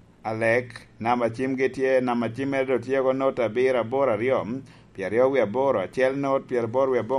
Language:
Lango (Uganda)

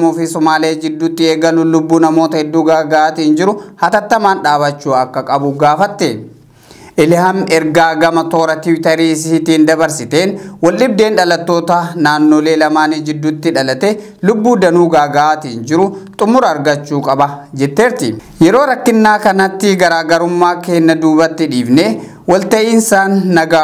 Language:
Oromo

